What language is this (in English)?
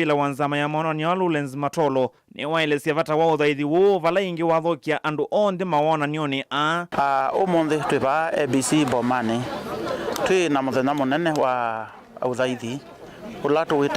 Kamba